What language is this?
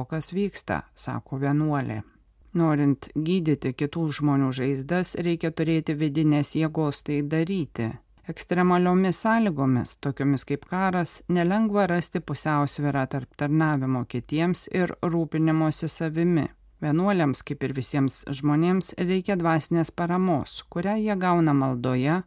Lithuanian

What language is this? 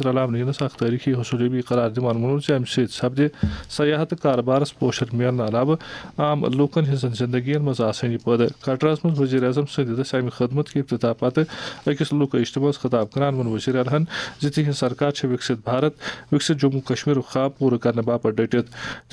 Kashmiri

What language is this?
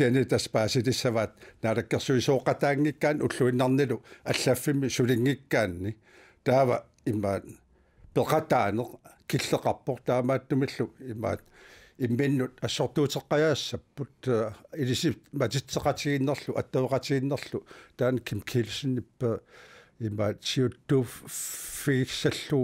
Kalaallisut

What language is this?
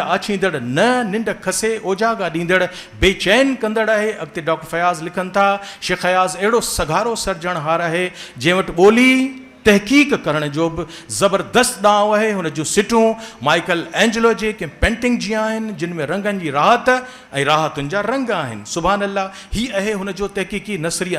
Sindhi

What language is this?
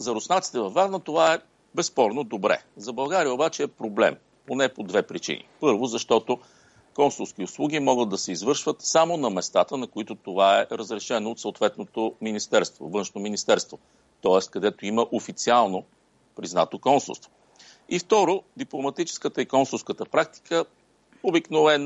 Bulgarian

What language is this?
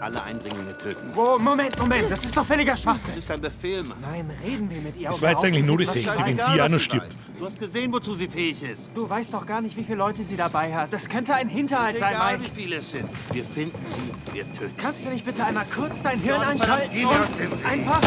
Bavarian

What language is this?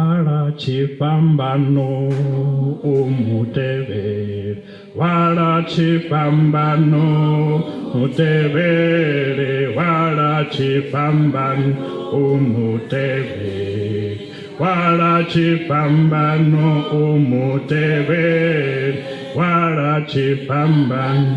Venda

